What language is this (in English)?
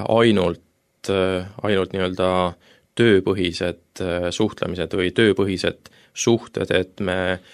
Estonian